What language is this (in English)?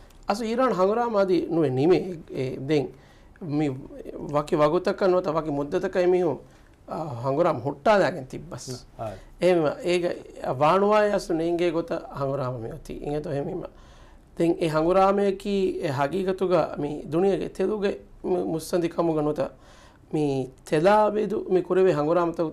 Divehi